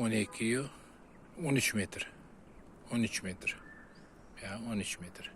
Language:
Uzbek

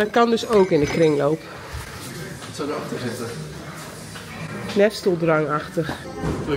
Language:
Dutch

